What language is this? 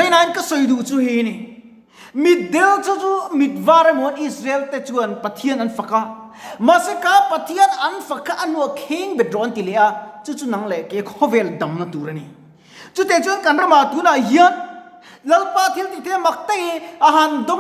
Mizo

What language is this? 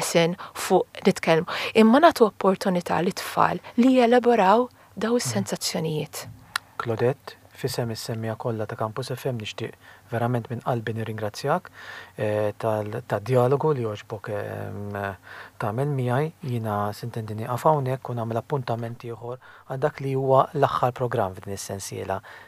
Maltese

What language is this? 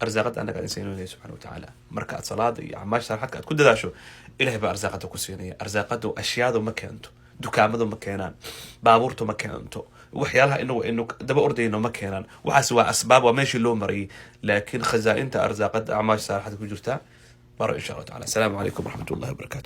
Somali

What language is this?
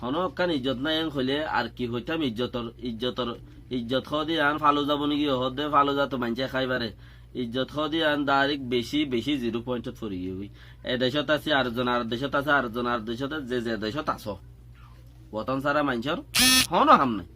Rohingya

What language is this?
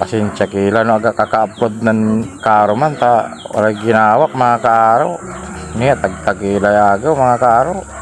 Pangasinan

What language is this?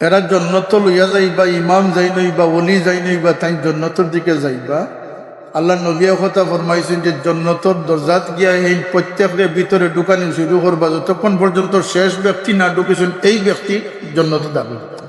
Sylheti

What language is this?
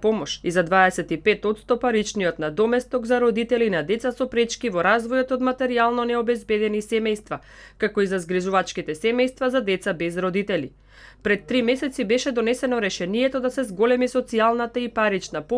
Macedonian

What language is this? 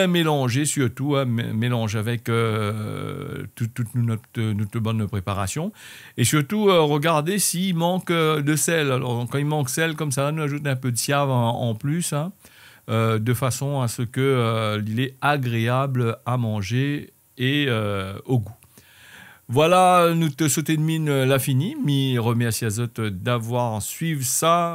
Réunion Creole French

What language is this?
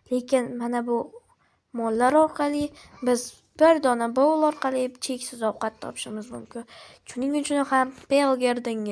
Uzbek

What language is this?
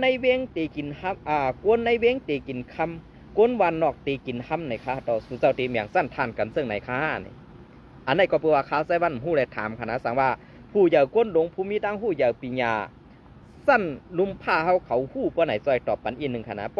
Shan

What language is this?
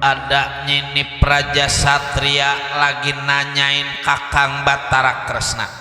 Betawi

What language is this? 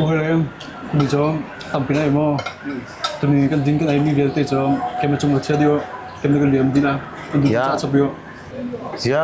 Hakha Chin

